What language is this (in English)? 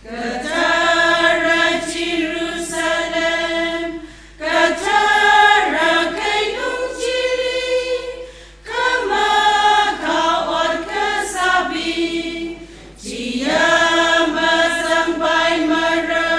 Tangkhul Naga (India)